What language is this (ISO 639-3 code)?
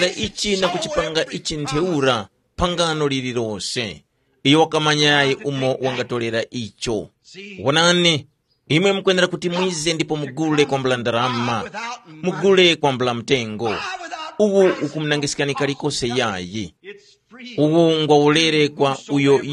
tum